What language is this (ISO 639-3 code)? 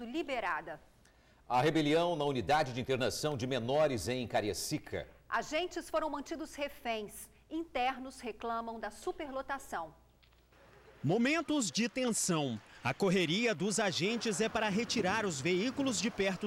por